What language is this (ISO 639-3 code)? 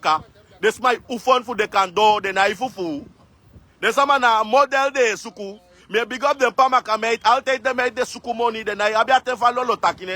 srn